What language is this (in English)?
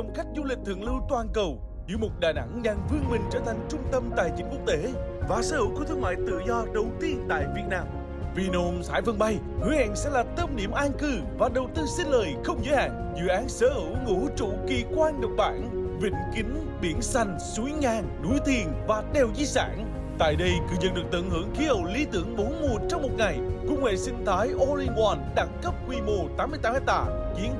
Vietnamese